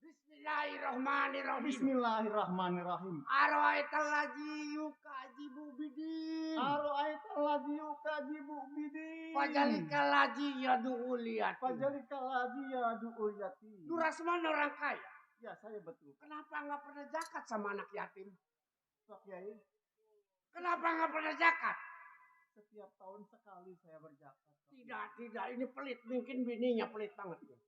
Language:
Betawi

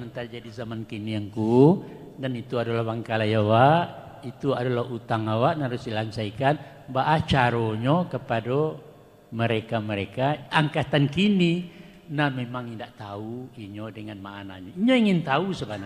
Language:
Minangkabau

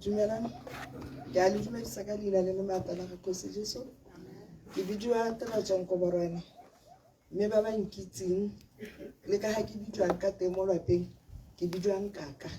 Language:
Tswana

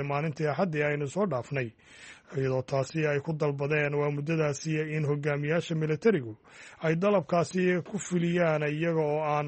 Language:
Somali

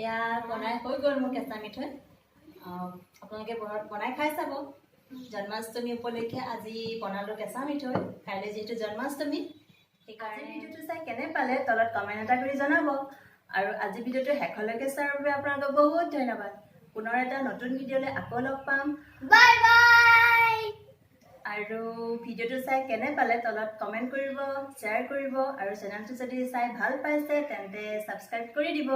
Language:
Assamese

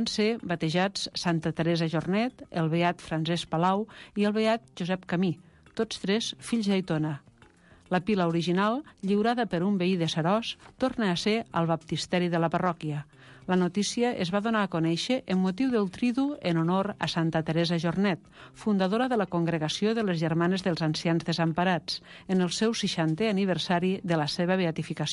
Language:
Catalan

